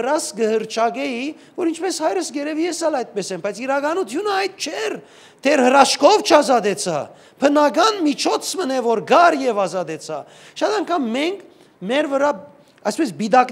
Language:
Western Armenian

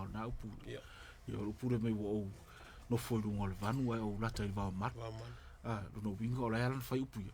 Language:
Samoan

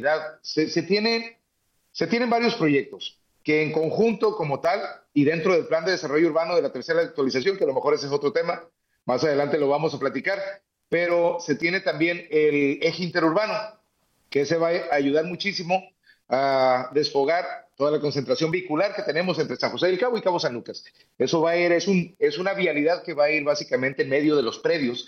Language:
Spanish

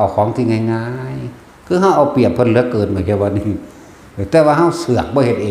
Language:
Northeastern Thai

